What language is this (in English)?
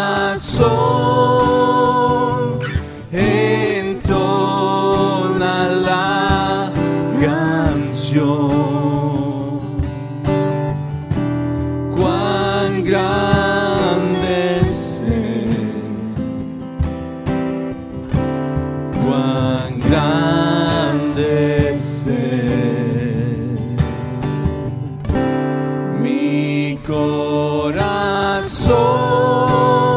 Spanish